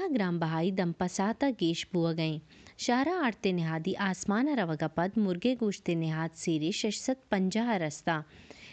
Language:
Baluchi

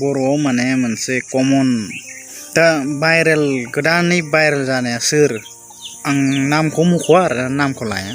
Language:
Bodo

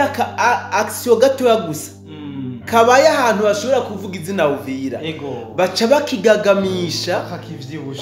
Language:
Rundi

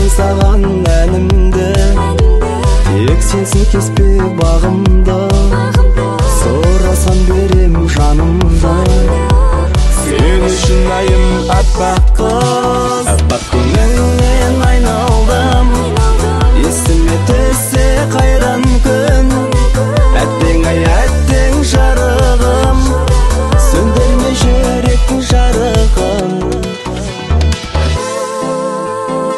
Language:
Kazakh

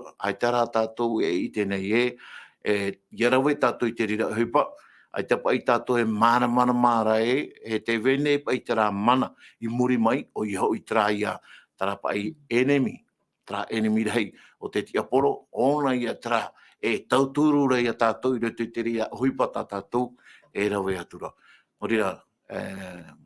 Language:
Tahitian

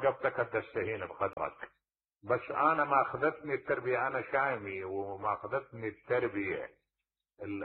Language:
Mesopotamian Arabic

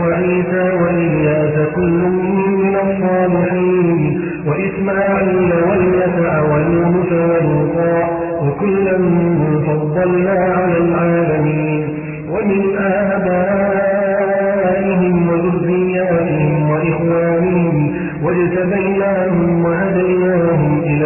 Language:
Arabic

